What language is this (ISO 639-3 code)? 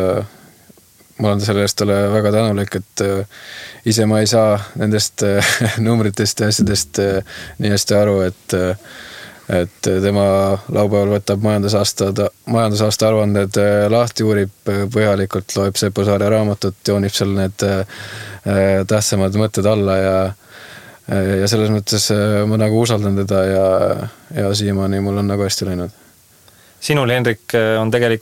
est